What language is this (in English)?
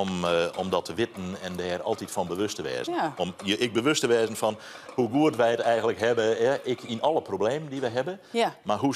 Western Frisian